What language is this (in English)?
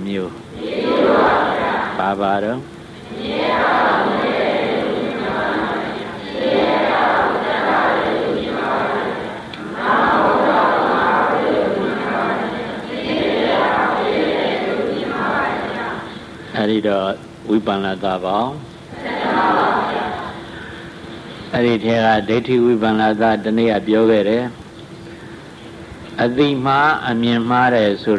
Burmese